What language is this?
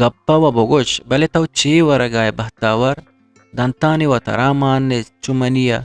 Eastern Balochi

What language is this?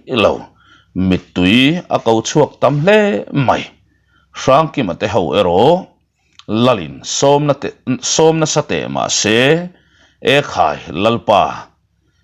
Mizo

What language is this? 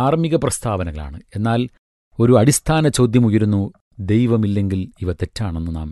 Malayalam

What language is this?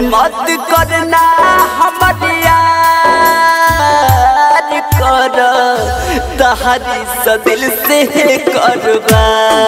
Bhojpuri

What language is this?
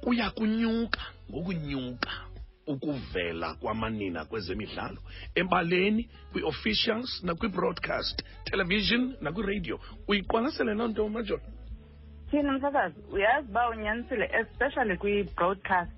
Xhosa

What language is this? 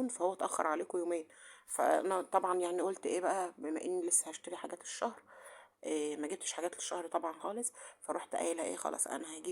Egyptian Arabic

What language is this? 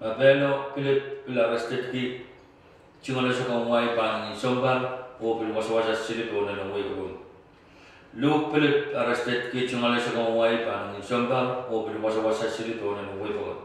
Pohnpeian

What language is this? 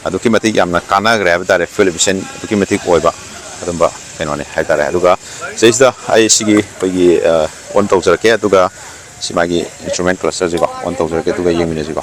Manipuri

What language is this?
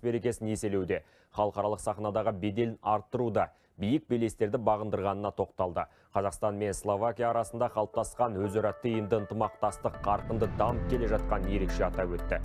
Kazakh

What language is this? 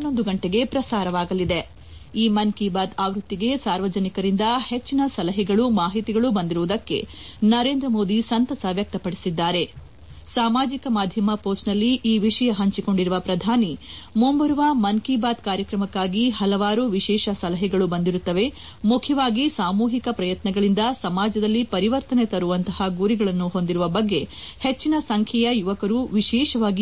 Kannada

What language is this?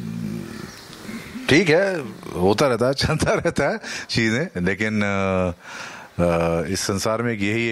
Hindi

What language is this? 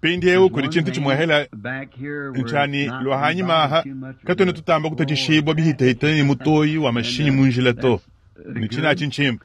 Luba-Lulua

